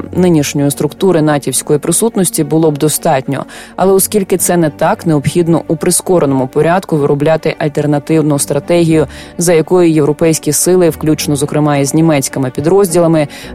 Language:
Ukrainian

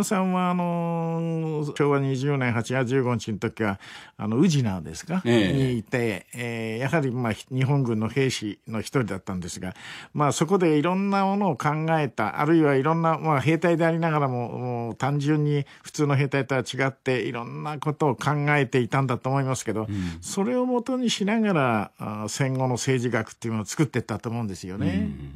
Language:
Japanese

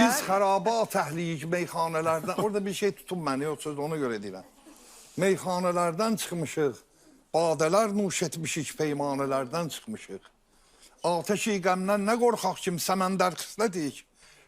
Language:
Azerbaijani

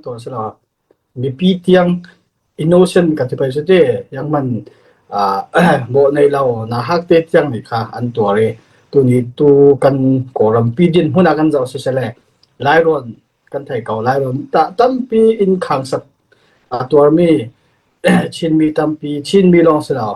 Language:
Falam Chin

